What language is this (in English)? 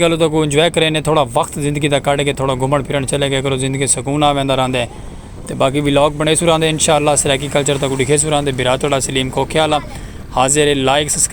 Saraiki